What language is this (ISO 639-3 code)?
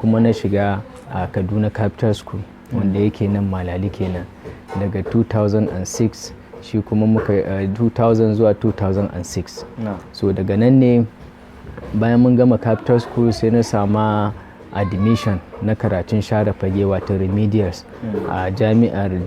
hau